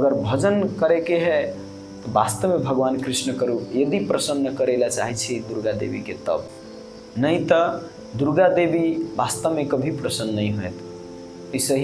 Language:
Maithili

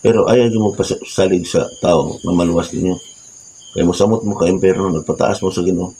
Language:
Cebuano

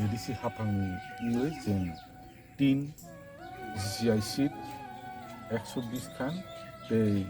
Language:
Kok Borok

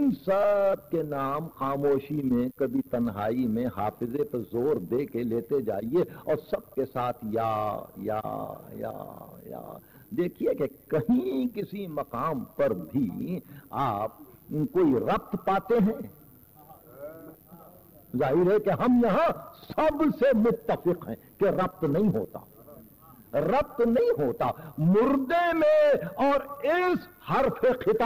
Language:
Urdu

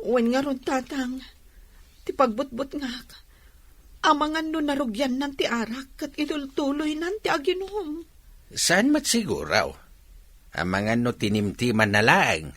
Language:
Iloko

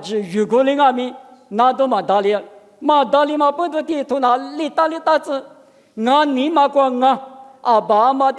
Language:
Lisu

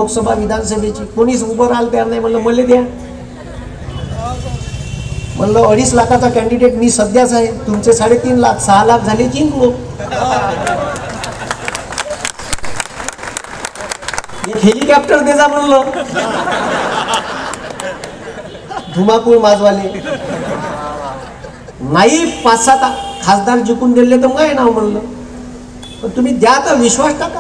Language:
Marathi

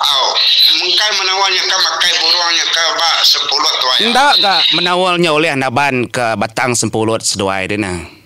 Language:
Iban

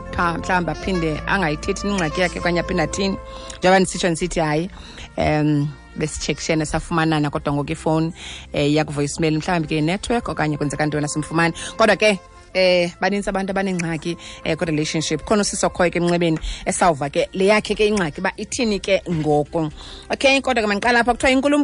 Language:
Xhosa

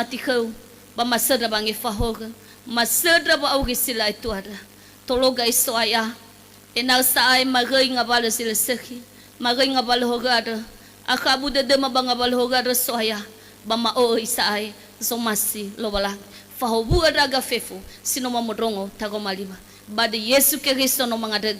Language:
Nias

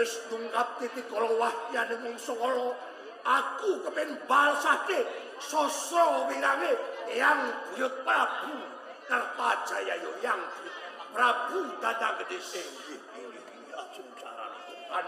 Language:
Javanese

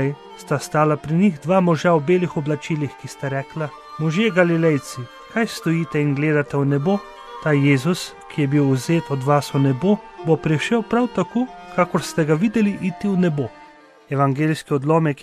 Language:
Slovenian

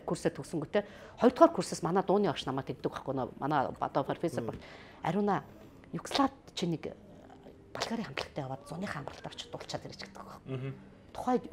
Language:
Mongolian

